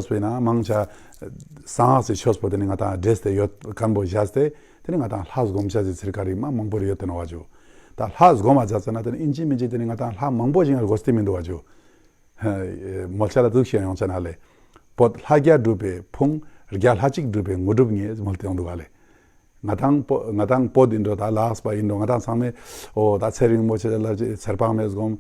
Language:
Ladakhi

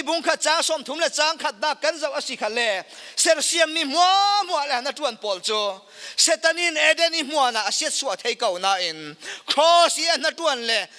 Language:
Falam Chin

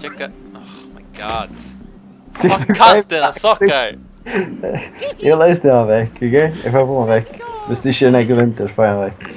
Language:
Faroese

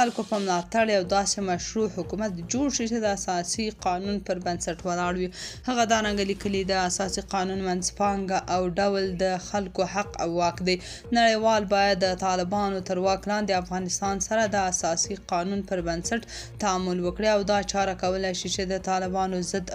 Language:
Pashto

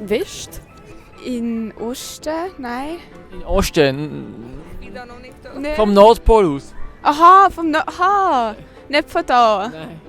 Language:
Swiss German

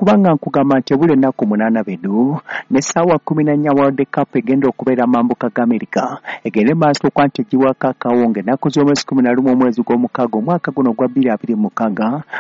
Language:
Ganda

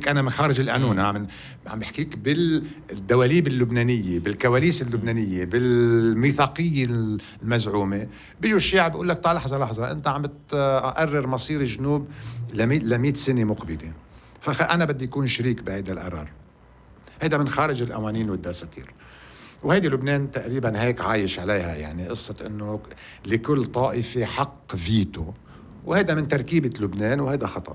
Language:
North Levantine Arabic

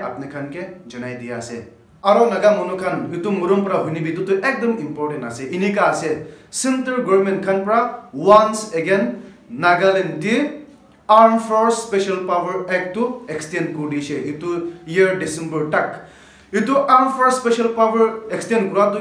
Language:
Naga Pidgin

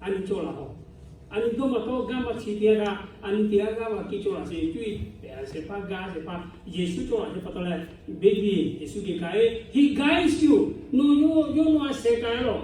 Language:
Lahu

